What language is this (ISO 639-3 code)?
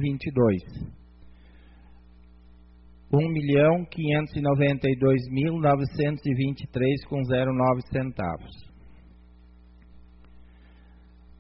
por